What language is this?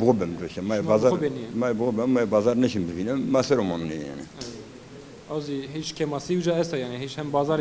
Zaza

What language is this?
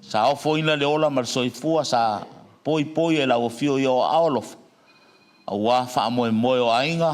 Samoan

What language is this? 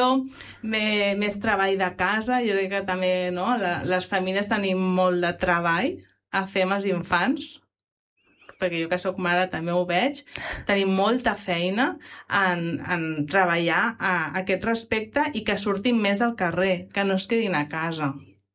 Catalan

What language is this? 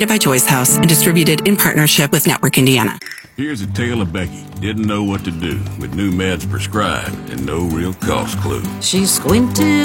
English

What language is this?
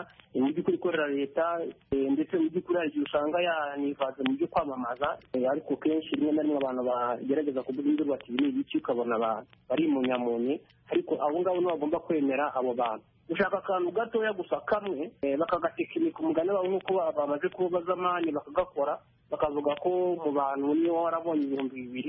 Kinyarwanda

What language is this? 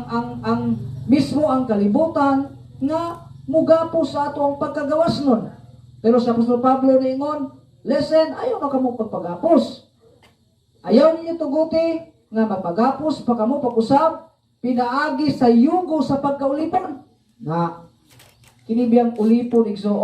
Cebuano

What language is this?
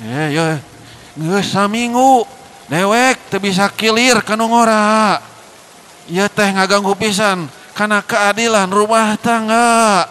Sundanese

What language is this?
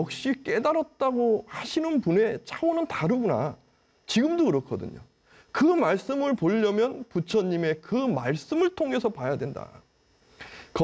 Korean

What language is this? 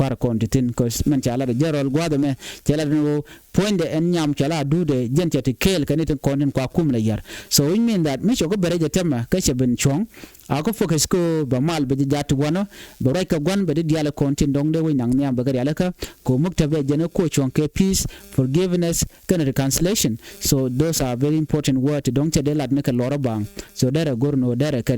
Nuer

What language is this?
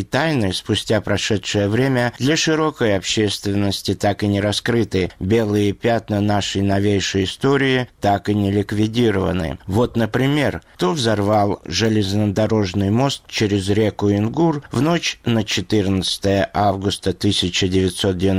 Russian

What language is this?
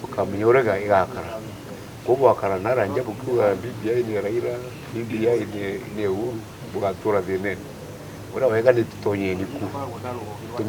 Meru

